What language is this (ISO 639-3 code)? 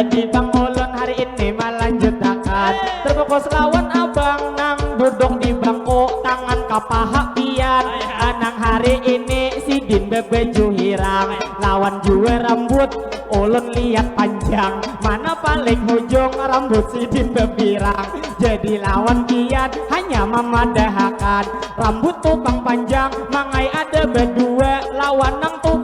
bjn